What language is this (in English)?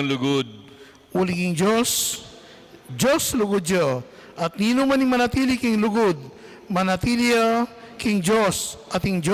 Pampanga